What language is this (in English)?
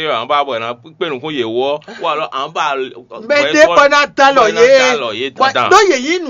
Fon